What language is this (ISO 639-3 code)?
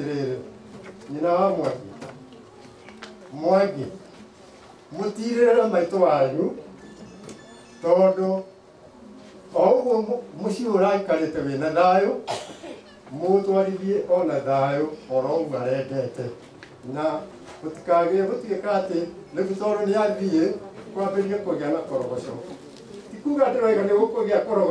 kik